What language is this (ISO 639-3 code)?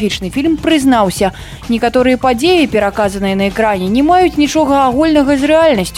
bel